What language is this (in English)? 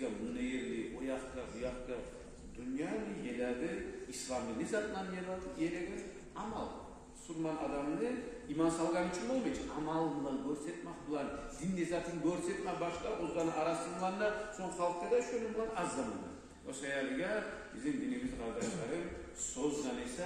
Kumyk